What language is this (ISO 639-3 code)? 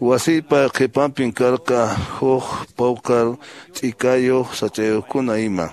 que